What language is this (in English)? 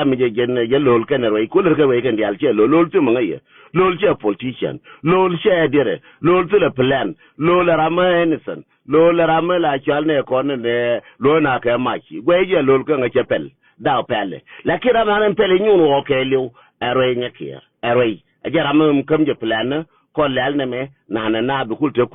Nuer